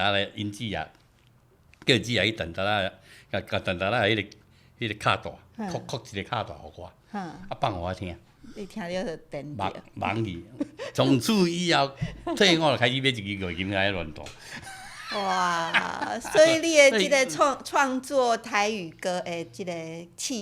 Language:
Min Nan Chinese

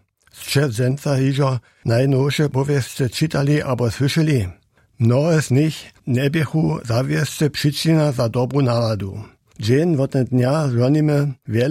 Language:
Upper Sorbian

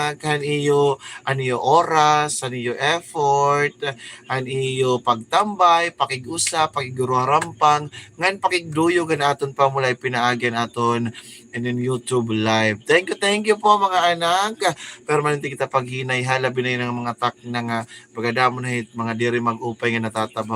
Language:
Waray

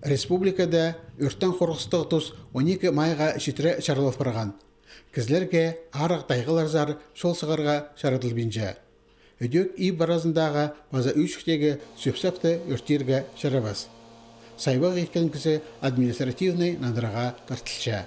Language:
Khakas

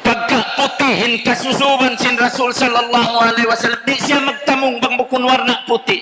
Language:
Tausug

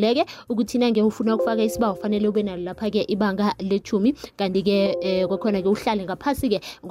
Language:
South Ndebele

